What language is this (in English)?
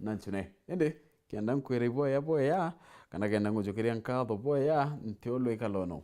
Meru